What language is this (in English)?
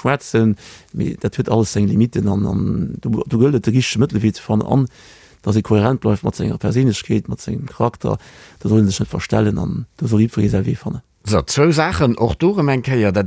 Luxembourgish